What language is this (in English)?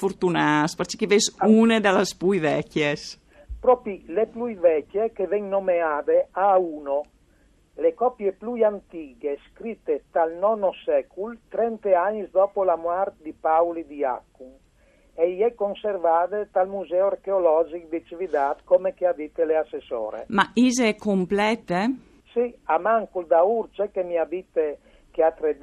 Friulian